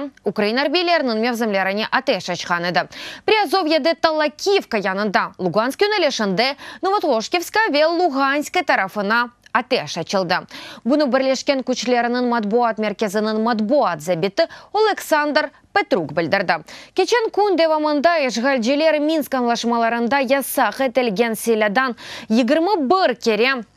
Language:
Crimean Tatar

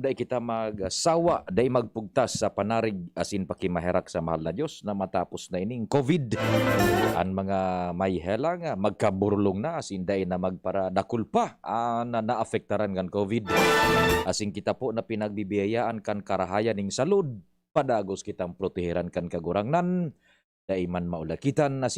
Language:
Bikol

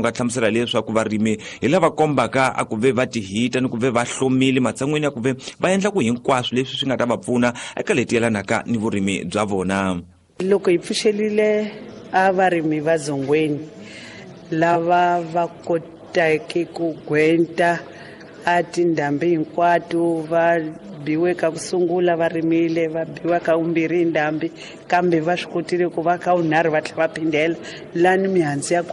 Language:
Tsonga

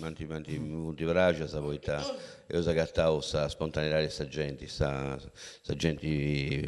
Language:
Sardinian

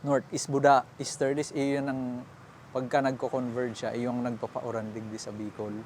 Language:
Bikol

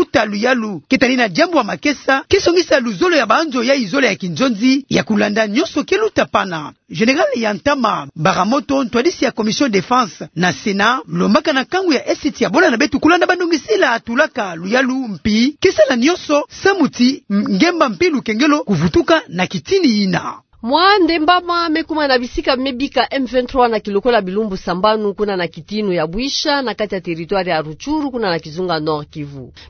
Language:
Kituba (Democratic Republic of Congo)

